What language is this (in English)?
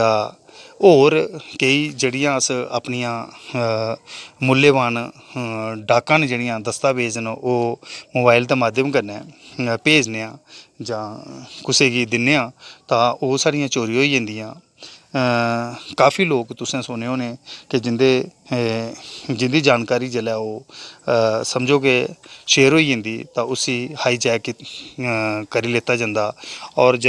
Dogri